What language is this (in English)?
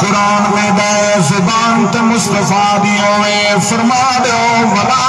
Saraiki